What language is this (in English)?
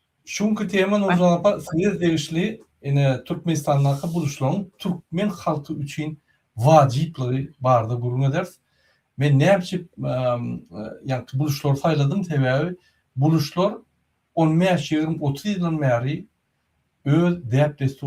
Turkmen